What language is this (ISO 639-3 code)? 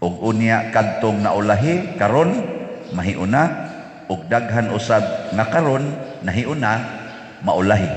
ceb